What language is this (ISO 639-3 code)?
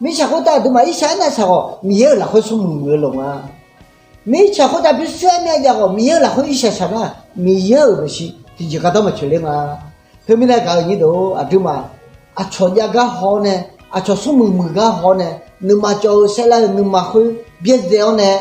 ahk